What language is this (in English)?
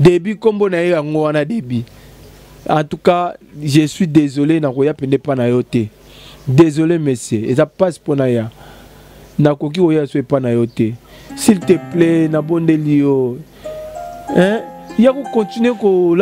Lingala